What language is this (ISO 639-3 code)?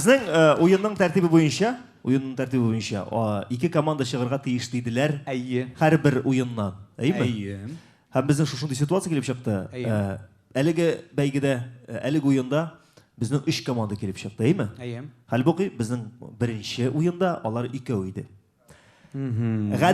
tat